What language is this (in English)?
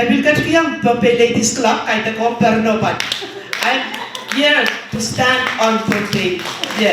Pohnpeian